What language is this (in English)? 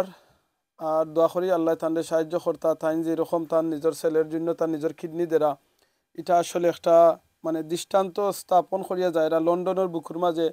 Sylheti